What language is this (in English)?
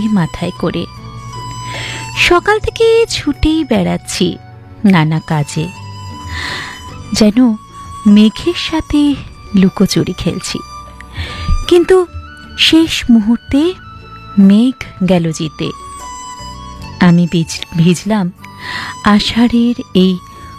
Bangla